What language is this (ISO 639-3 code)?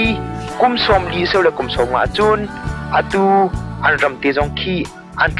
cnh